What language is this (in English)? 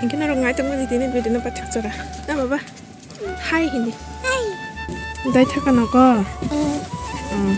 Kok Borok